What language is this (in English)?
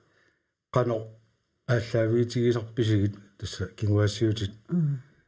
Kalaallisut